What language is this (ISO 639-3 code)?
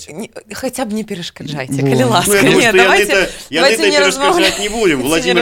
bel